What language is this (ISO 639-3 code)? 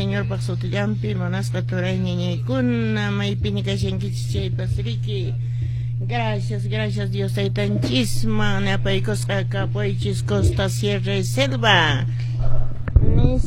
que